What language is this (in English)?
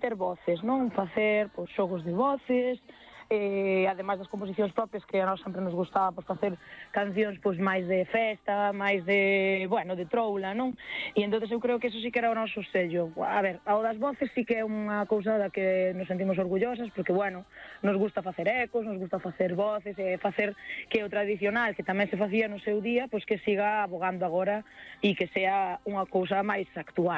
Galician